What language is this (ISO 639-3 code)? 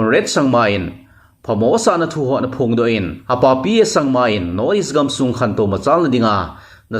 tcz